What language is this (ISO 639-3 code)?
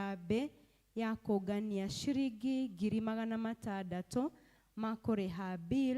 kik